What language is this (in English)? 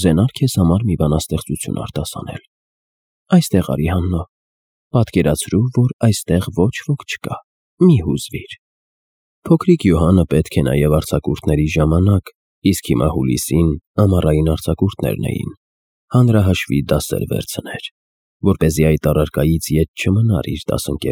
Armenian